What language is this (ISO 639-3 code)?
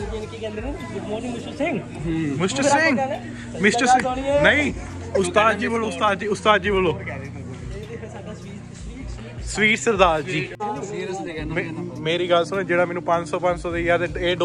pan